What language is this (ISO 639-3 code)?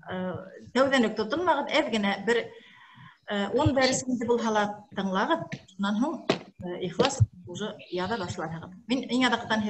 bak